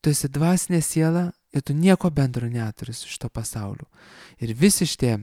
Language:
Lithuanian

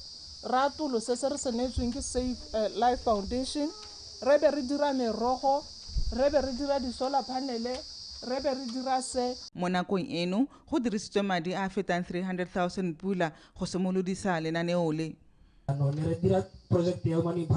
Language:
Tswana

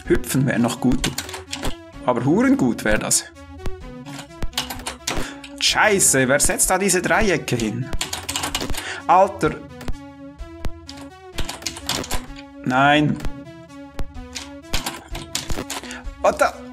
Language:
German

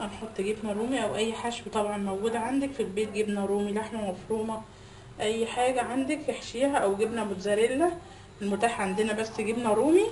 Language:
Egyptian Arabic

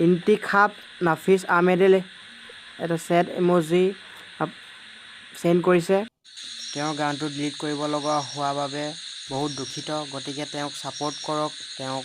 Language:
Assamese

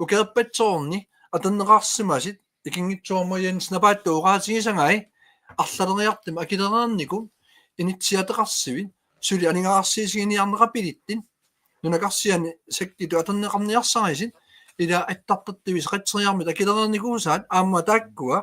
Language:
Kalaallisut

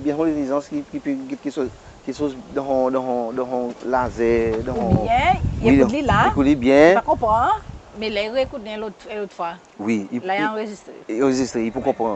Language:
Seselwa Creole French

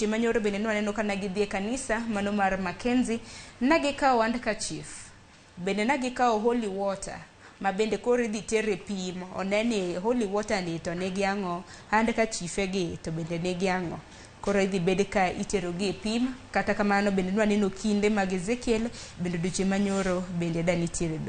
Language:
Luo (Kenya and Tanzania)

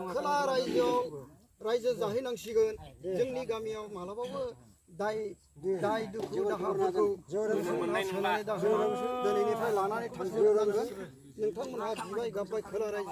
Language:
Bodo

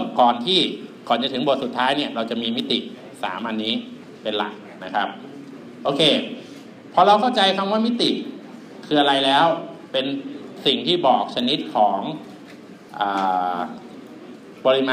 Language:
Thai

